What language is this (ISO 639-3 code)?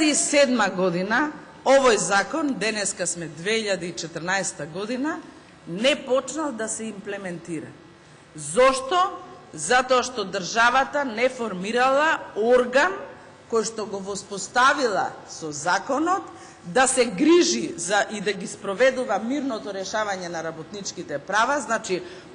mkd